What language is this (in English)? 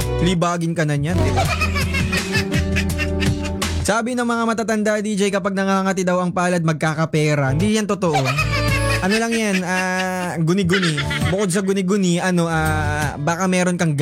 Filipino